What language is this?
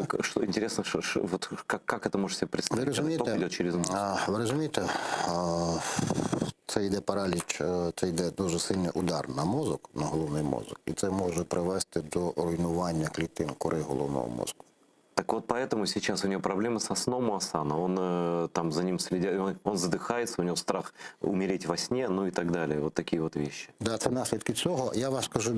Crimean Tatar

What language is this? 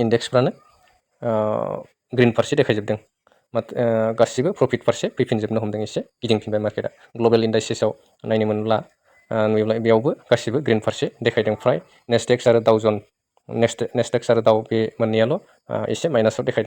Bodo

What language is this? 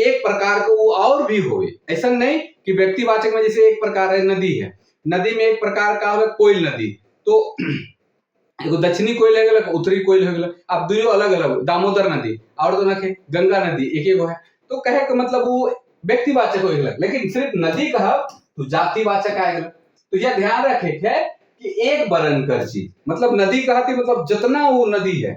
Sadri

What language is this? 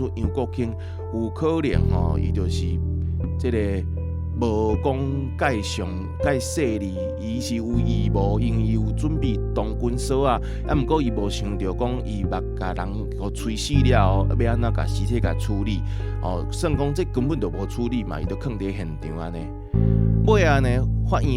Min Nan Chinese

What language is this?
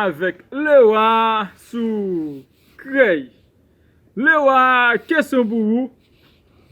Haitian Creole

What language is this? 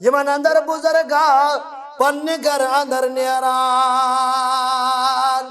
Kashmiri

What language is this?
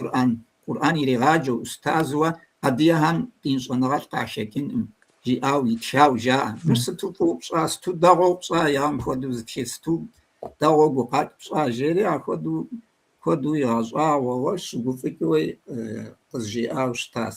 Kabardian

